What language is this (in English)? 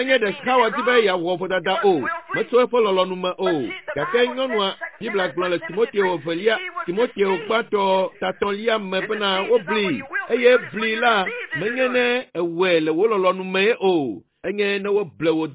Ewe